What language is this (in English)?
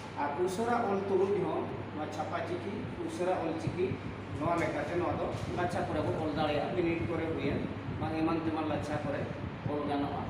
Santali